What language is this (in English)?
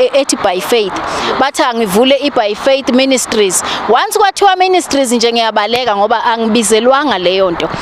Zulu